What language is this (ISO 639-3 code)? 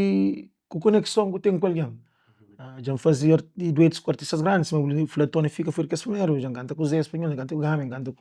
kea